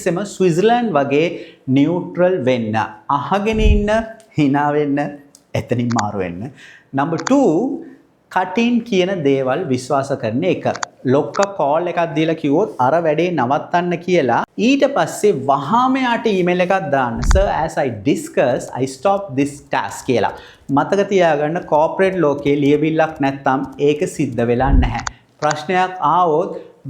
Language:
Sinhala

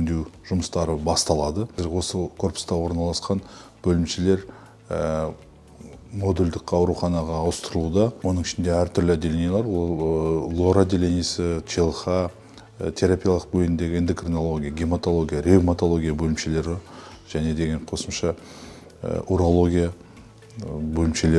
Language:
Kazakh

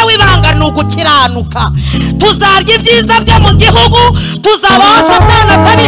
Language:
Kinyarwanda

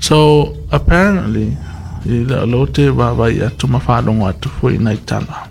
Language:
Samoan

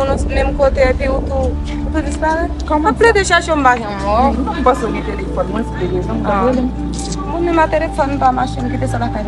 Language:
Haitian Creole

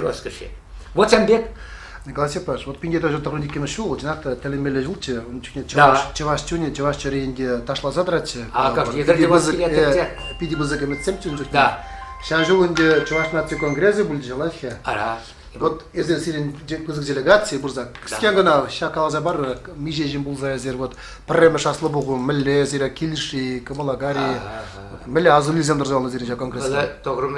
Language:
Chuvash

